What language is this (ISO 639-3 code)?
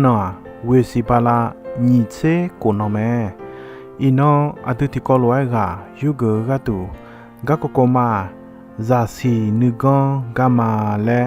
ahk